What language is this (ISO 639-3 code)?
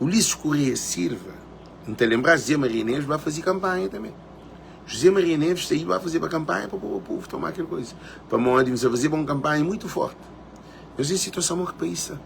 kea